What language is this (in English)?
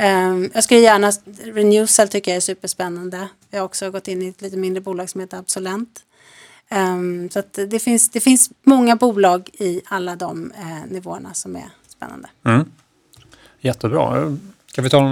Swedish